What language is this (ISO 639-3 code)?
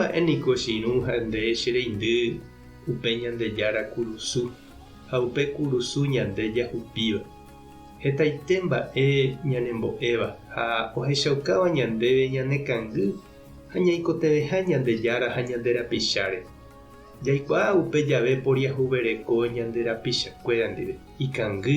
grn